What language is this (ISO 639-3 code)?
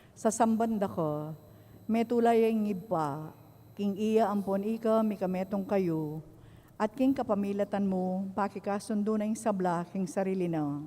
pam